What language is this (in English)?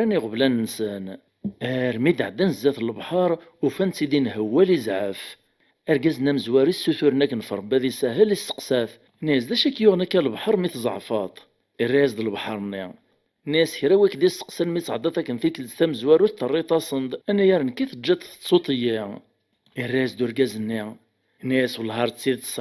Kabyle